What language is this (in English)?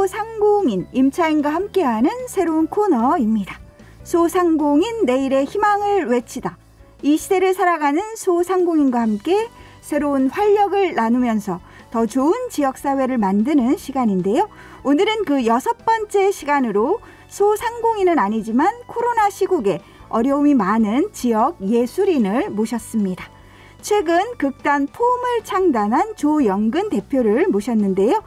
Korean